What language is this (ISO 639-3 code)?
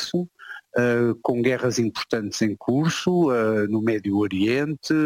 por